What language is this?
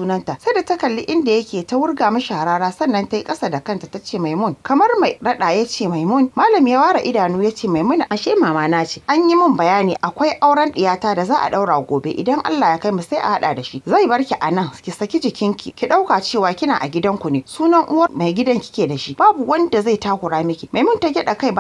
Hausa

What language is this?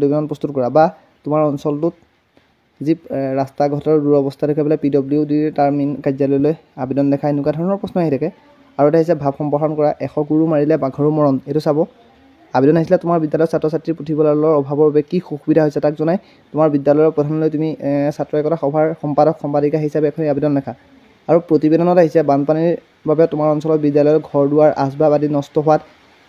Assamese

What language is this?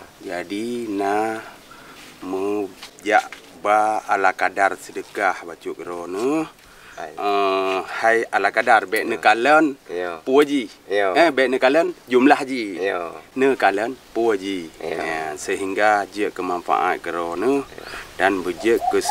Achinese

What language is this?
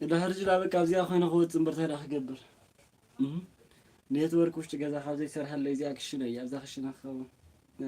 Tigrinya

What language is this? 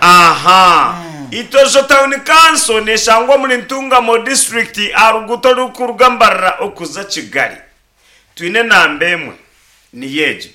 Nyankole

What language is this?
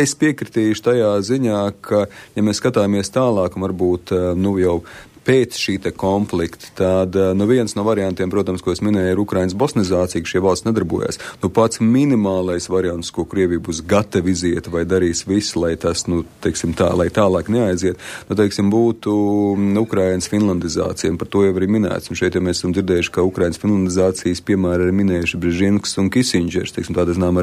Latvian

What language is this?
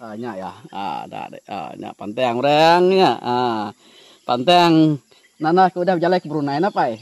Iban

